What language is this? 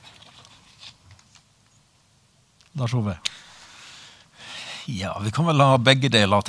Norwegian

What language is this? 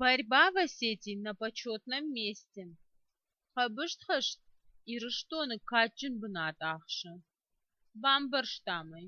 Ossetic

